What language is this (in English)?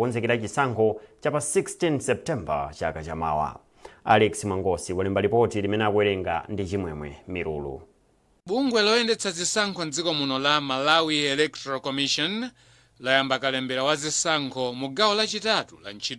Nyanja